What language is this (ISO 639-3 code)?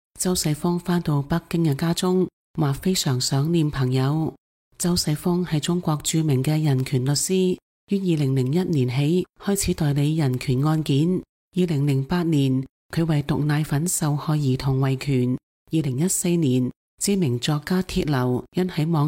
yue